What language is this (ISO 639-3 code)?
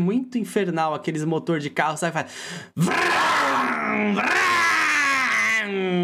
por